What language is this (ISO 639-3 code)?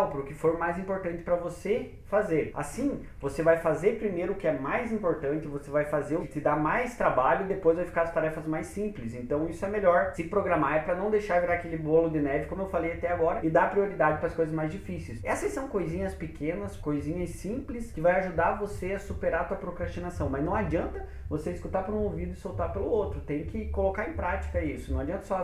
por